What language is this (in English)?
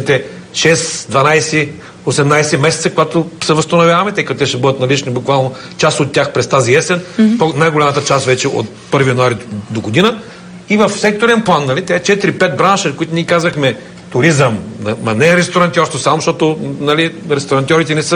Bulgarian